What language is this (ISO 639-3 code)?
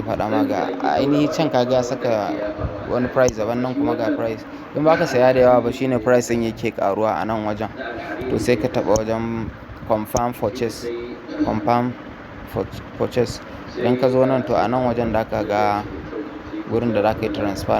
hau